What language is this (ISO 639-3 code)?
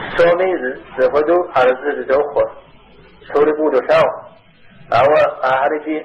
kbd